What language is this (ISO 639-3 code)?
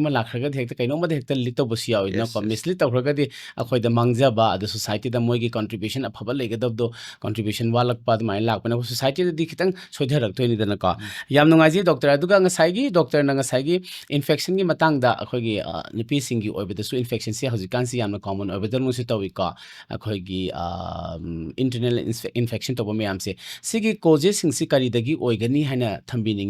mni